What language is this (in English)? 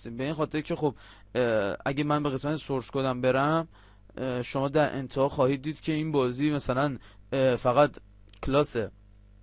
Persian